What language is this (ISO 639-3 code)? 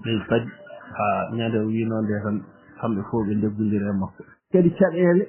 ful